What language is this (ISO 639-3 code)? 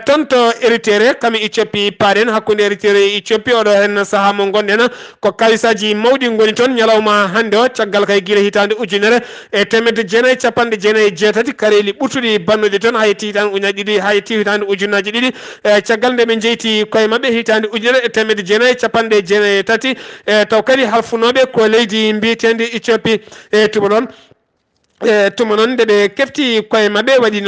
ful